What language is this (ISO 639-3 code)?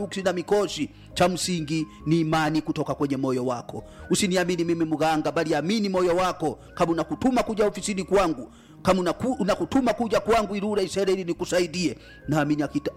swa